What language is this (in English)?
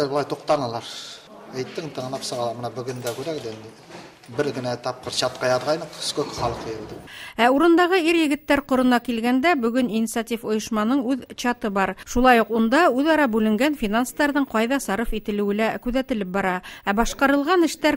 Bashkir